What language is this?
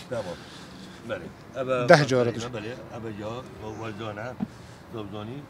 Kurdish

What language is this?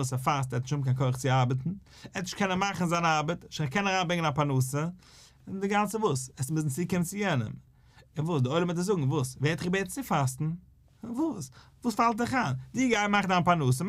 Yiddish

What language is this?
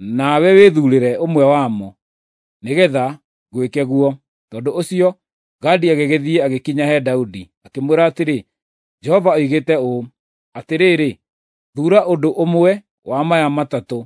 Kikuyu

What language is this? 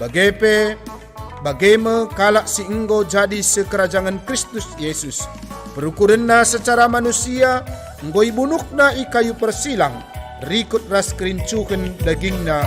Batak Karo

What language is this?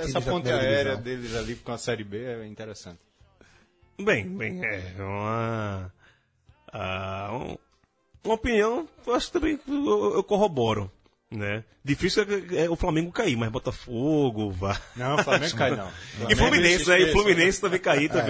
Portuguese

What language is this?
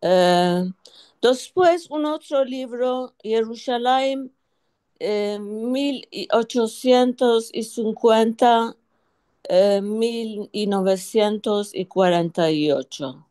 Ladino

